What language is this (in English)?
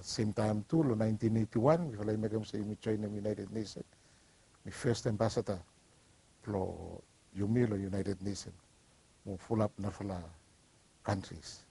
Bislama